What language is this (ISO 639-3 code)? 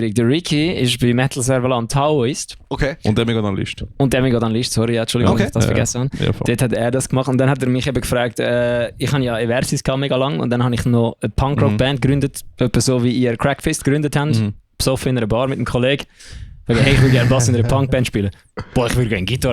gsw